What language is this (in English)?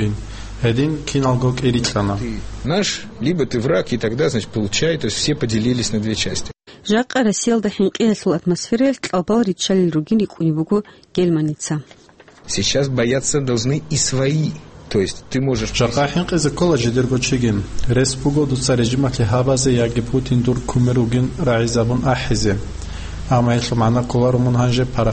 Avaric